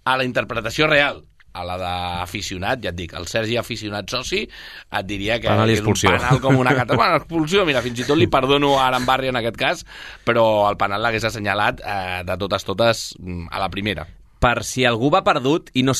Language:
Catalan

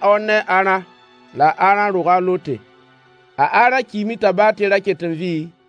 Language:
Mossi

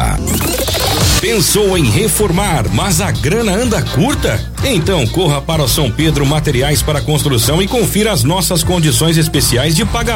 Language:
Portuguese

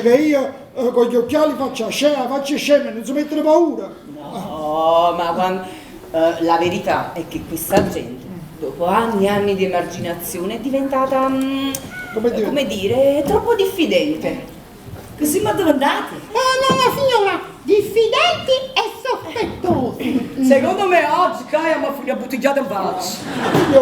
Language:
Neapolitan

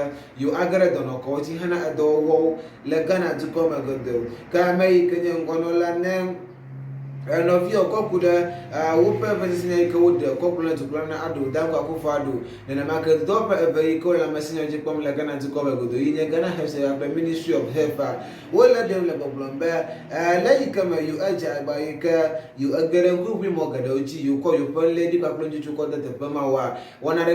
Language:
Ewe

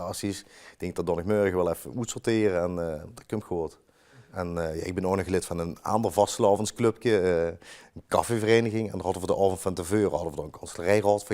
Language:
Limburgish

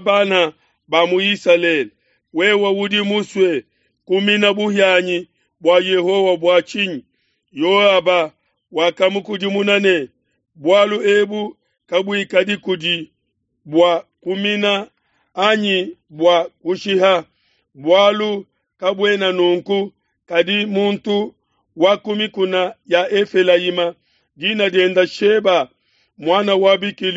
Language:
Luba-Lulua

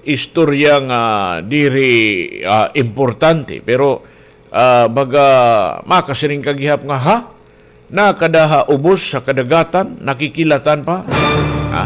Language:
Waray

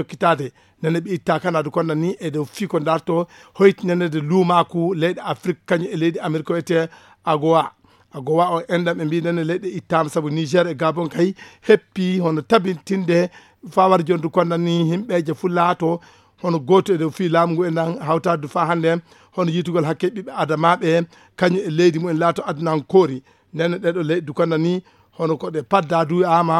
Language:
Fula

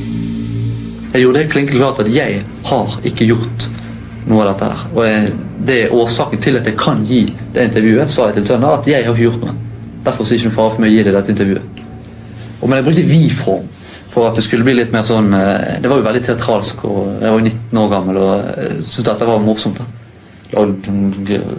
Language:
Norwegian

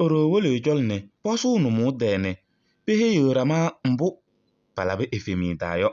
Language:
Kabiyè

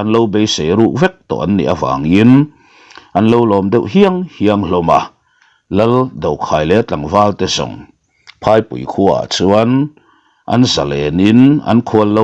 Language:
Mizo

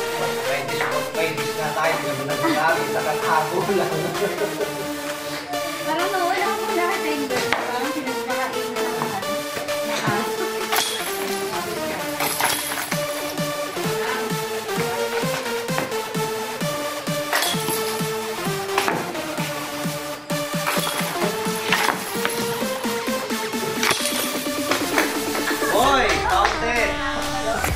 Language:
Filipino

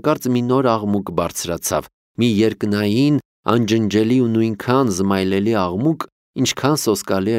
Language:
Armenian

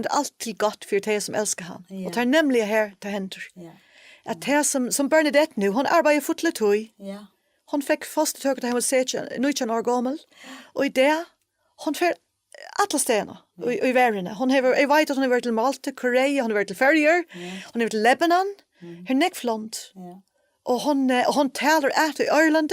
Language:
Faroese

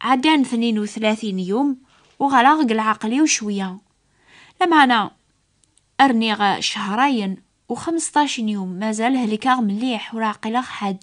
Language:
Kabyle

